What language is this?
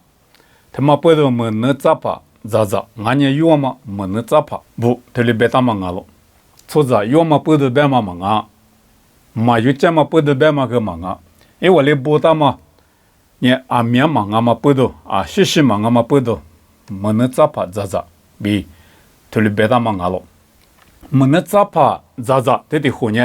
Lisu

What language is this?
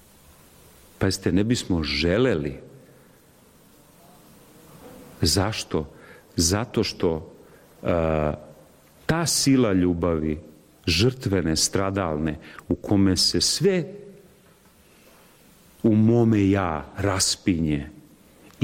Serbian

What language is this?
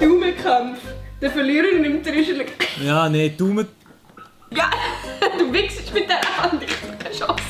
Swiss German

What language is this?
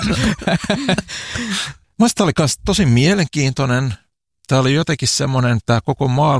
Finnish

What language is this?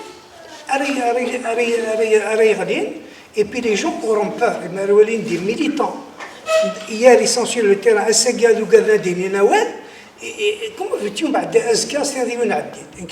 Kabyle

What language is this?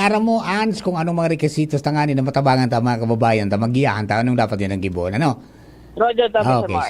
Bikol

